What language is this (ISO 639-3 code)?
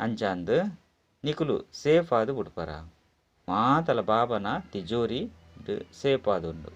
tcy